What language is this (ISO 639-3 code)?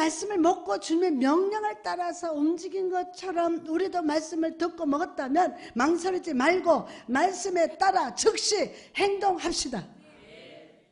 kor